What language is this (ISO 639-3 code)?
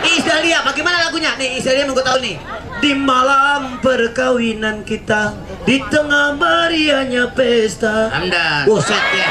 bew